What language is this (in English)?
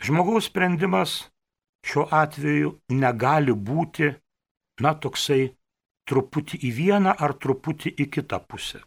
Lithuanian